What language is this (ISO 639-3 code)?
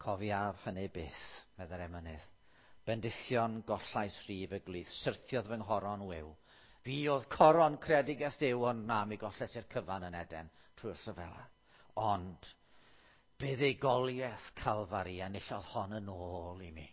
cym